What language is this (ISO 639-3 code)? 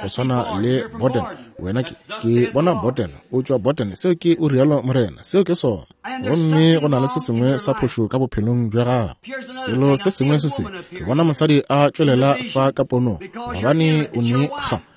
nso